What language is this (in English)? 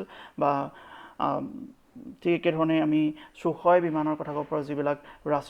Assamese